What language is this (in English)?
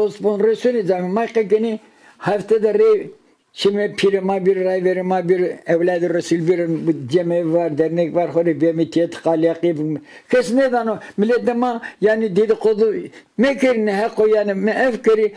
Zaza